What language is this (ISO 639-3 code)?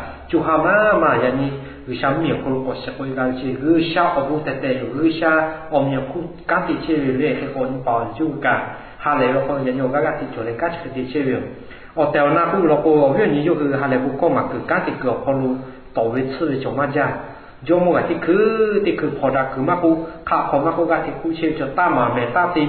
lhu